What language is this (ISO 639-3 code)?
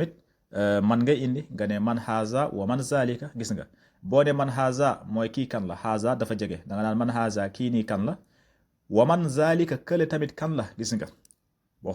wol